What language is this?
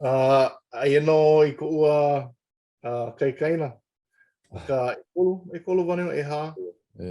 Hawaiian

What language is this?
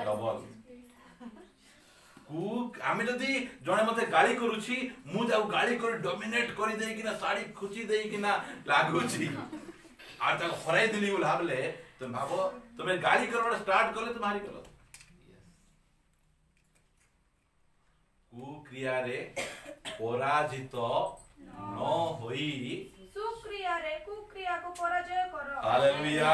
Odia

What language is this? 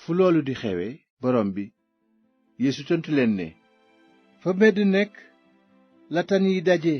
Wolof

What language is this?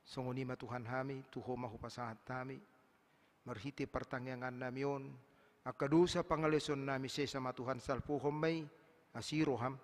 Batak Toba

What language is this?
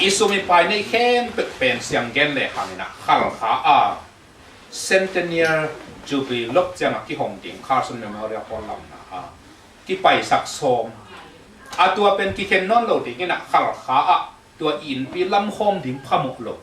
Tedim Chin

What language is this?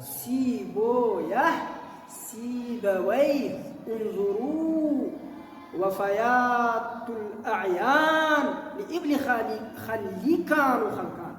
Pashto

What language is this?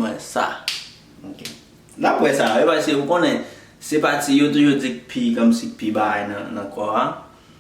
Haitian Creole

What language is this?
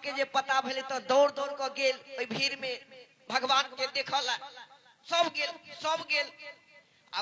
Maithili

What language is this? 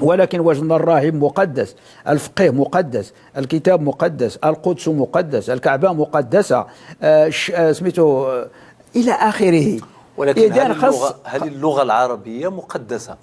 Moroccan Arabic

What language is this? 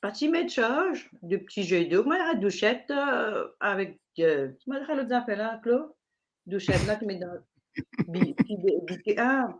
Morisyen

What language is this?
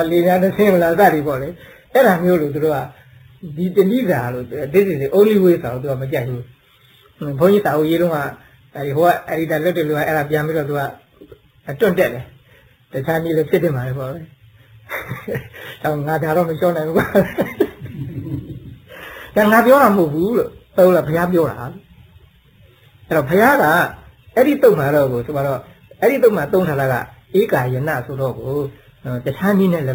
Burmese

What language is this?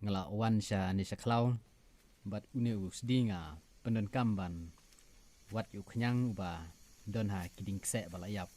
Khasi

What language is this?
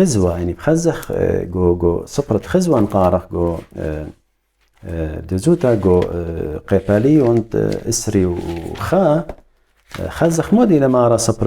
Assyrian Neo-Aramaic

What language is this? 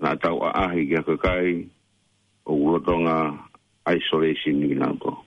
Tongan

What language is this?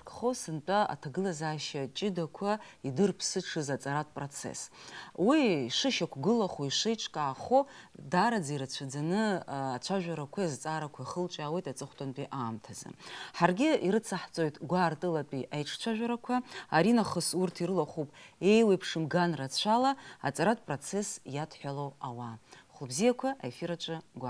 Abkhazian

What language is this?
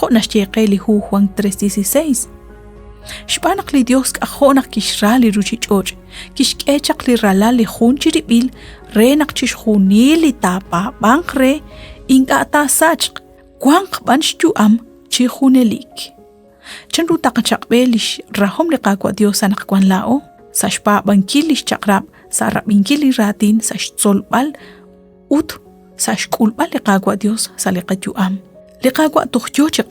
Kekchí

